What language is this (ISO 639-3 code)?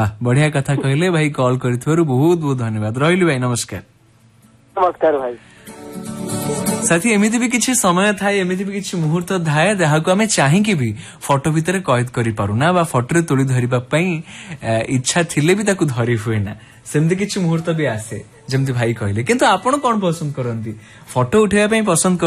ori